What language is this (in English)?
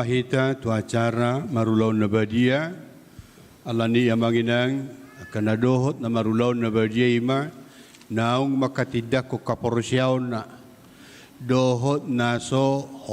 Batak Toba